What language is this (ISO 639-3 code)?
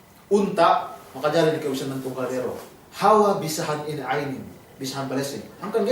yka